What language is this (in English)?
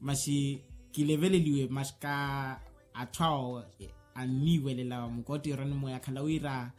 Makhuwa